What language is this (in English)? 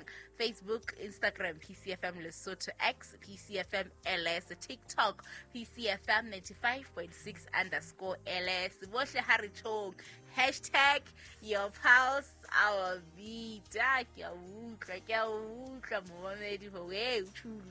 Southern Sotho